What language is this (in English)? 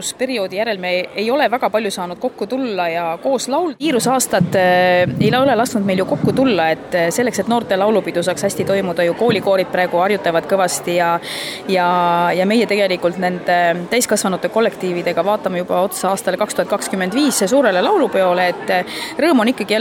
Estonian